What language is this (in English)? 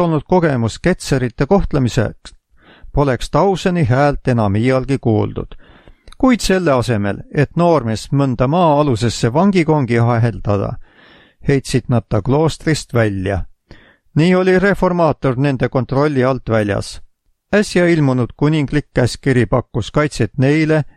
Estonian